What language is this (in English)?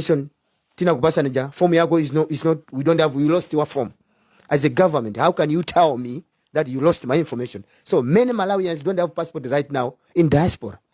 Nyanja